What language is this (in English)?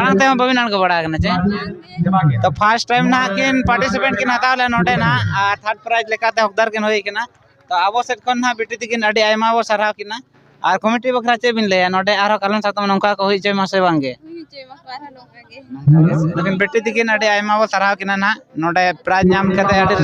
Santali